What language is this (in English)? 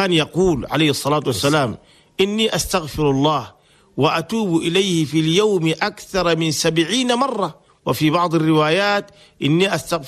Chadian Arabic